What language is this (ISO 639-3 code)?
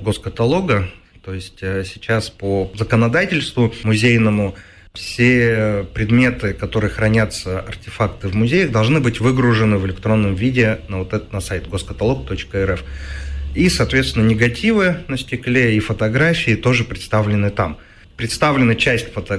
rus